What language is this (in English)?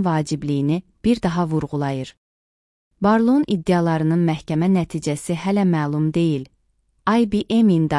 Azerbaijani